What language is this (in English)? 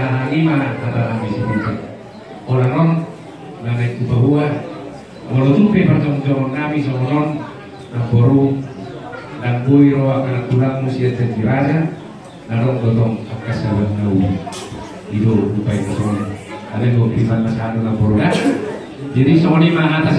Batak Toba